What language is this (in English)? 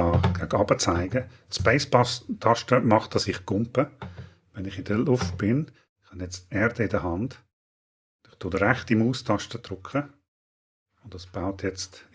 Swiss German